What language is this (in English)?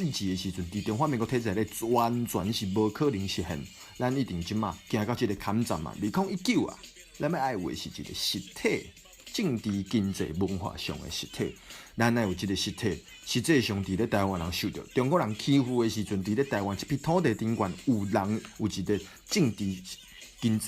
Min Nan Chinese